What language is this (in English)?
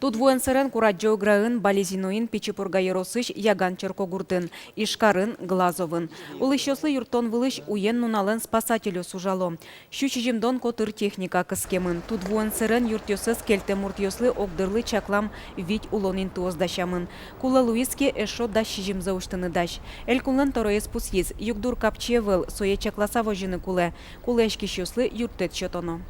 Udmurt